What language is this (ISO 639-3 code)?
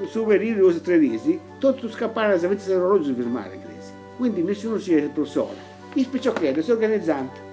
srd